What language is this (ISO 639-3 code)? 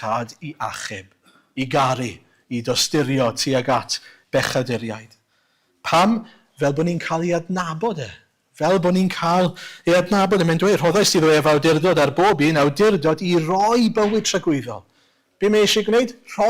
cym